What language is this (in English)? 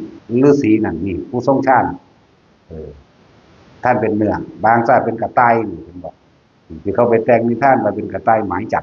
Northeastern Thai